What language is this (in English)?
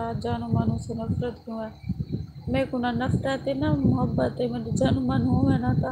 Saraiki